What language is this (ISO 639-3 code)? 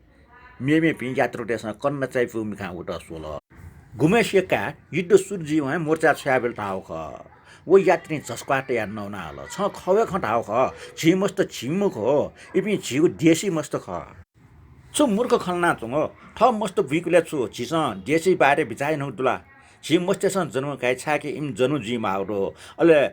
new